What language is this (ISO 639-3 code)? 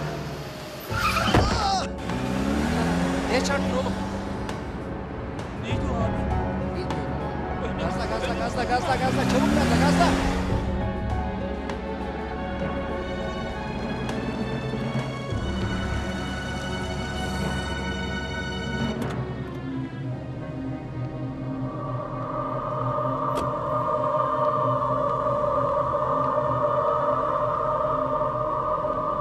tur